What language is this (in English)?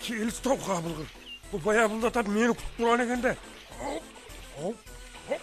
Kara-Kalpak